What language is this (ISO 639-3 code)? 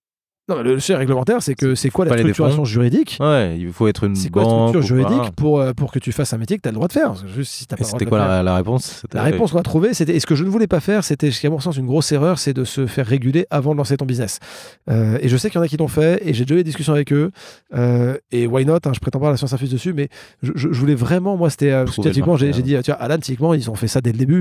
fra